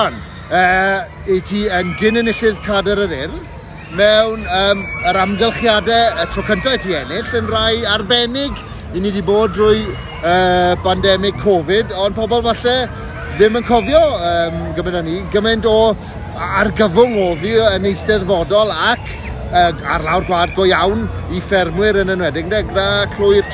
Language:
Welsh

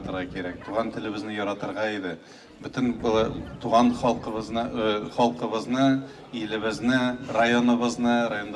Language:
Tatar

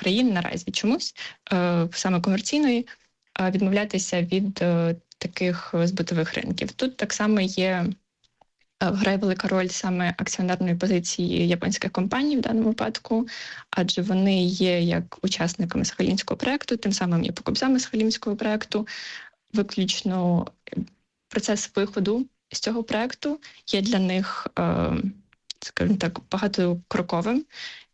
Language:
Ukrainian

